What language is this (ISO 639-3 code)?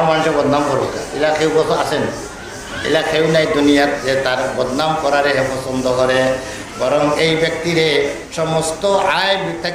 syl